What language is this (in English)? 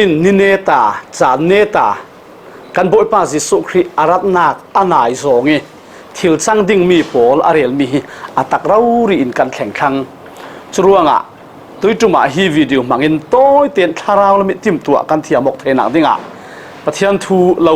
Falam Chin